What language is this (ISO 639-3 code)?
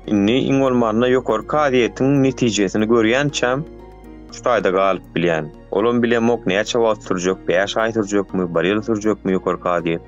tuk